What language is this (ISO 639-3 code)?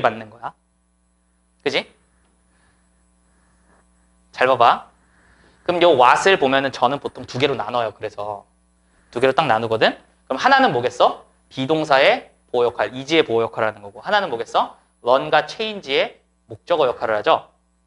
kor